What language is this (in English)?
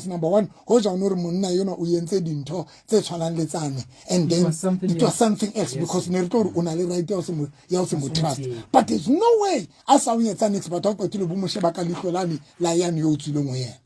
Southern Sotho